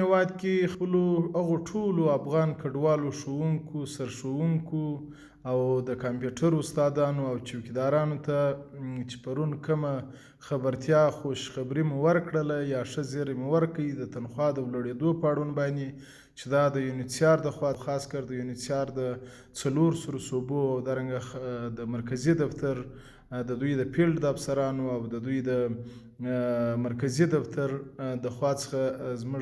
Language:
Pashto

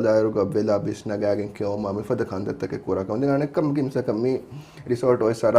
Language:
Divehi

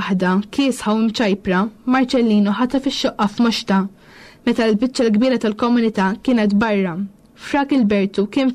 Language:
Maltese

